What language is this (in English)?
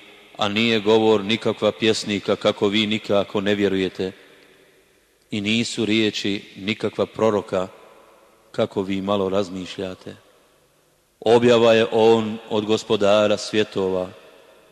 Bosnian